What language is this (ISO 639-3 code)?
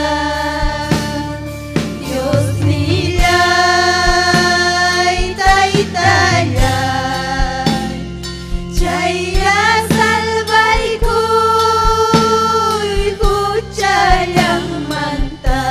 quy